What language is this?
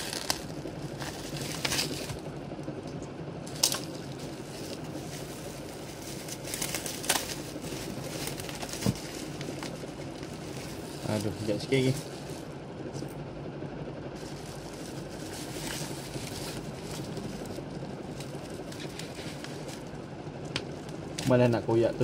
Malay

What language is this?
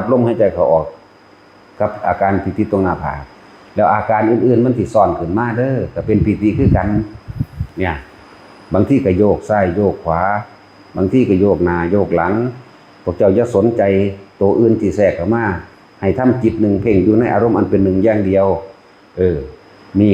Northeastern Thai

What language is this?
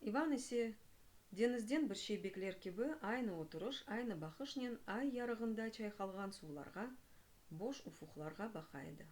Crimean Tatar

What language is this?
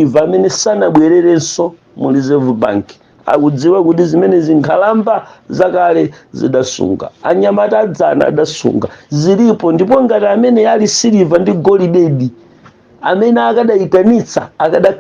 Nyanja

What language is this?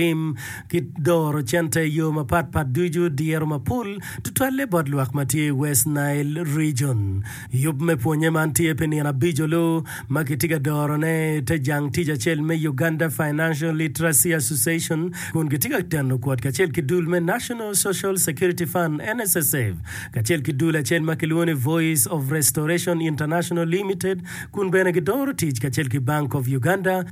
Acoli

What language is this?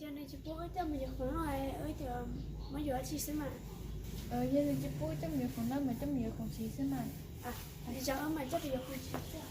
Hmong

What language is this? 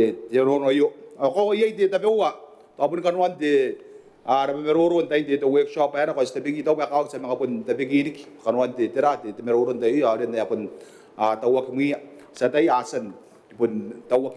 Gilbertese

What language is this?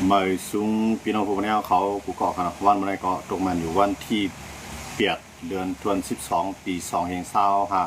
Shan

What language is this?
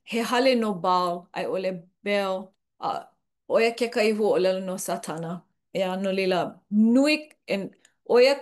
Hawaiian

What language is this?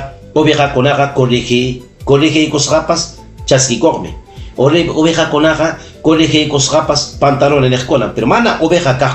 Ayacucho Quechua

